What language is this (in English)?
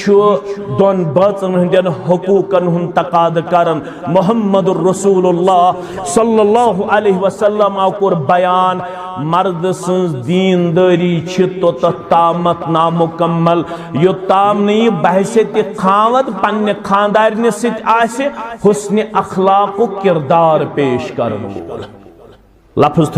Kashmiri